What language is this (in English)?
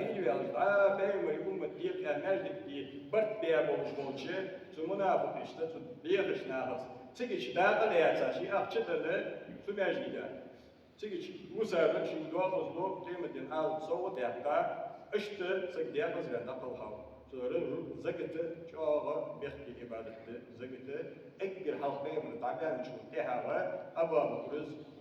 Ingush